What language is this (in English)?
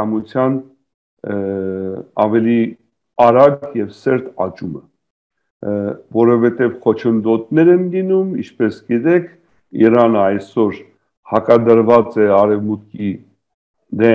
Armenian